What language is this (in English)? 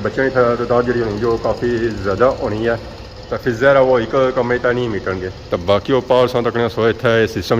Pahari-Potwari